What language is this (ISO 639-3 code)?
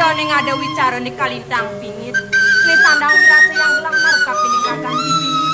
ban